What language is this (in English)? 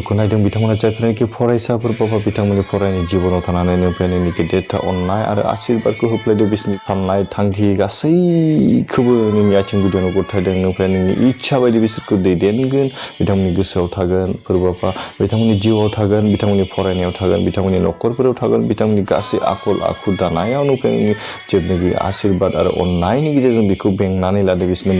Bodo